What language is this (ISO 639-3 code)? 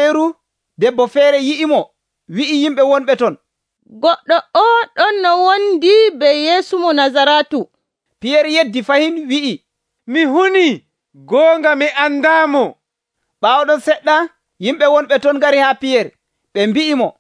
fuv